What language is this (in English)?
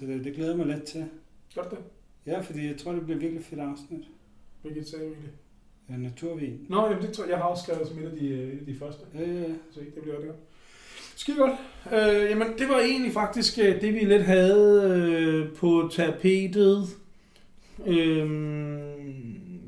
Danish